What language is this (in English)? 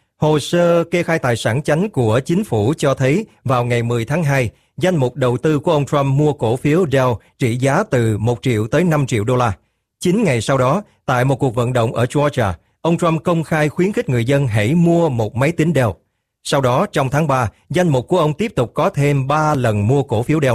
Vietnamese